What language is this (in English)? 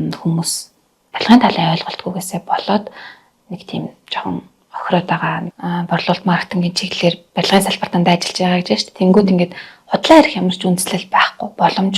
Mongolian